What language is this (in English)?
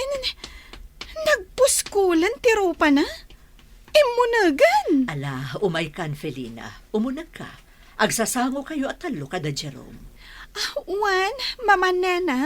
Iloko